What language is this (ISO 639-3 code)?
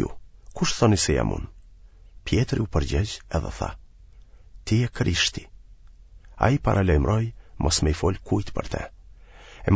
sqi